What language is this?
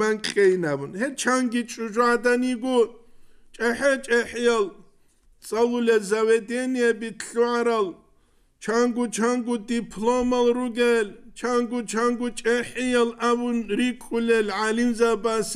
Avaric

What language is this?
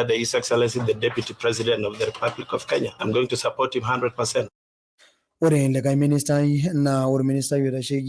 Masai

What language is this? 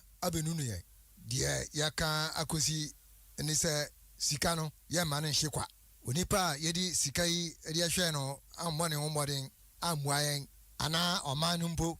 Akan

